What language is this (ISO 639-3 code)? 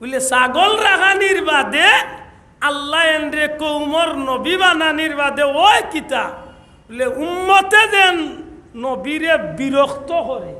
syl